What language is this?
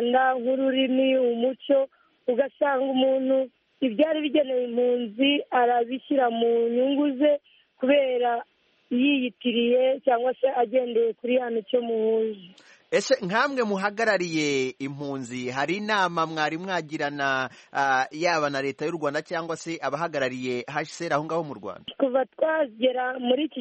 Kinyarwanda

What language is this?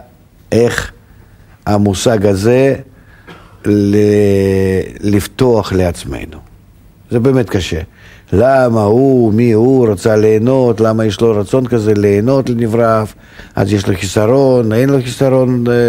Hebrew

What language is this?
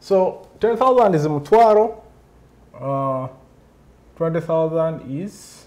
Nyoro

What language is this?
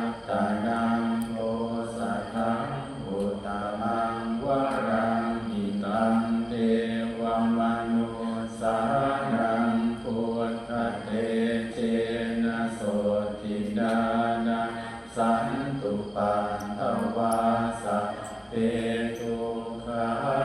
Pali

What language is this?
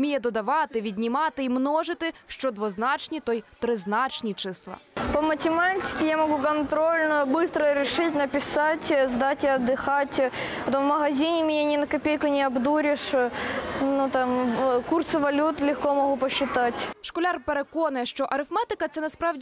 Ukrainian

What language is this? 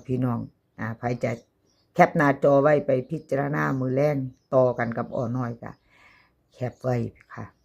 Northeastern Thai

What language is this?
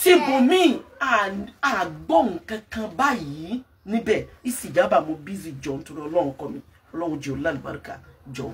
Yoruba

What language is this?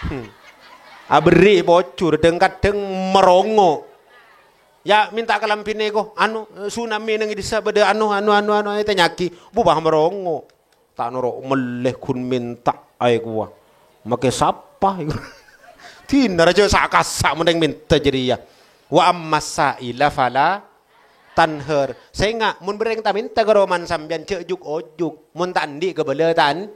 Madurese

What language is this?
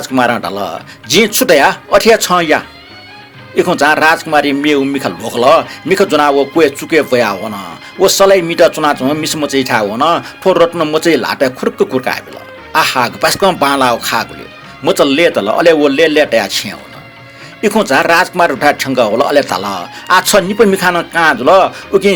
Newari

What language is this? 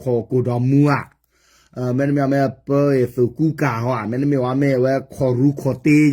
S'gaw Karen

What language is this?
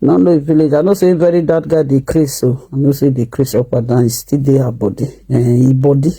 Nigerian Pidgin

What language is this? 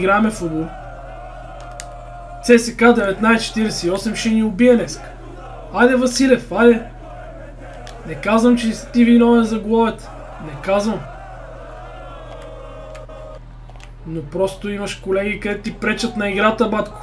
Bulgarian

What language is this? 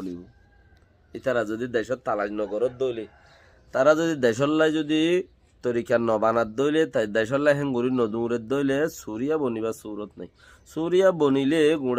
Rohingya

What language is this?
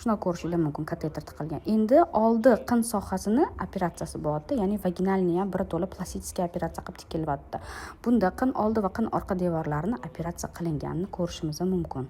Uzbek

